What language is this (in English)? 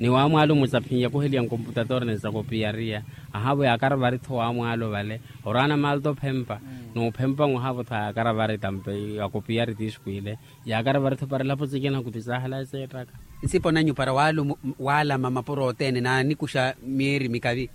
Makhuwa